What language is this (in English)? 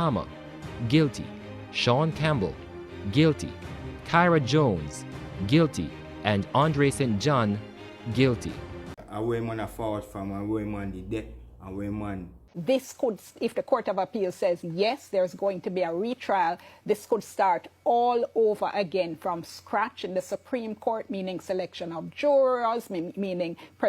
Jamaican Creole English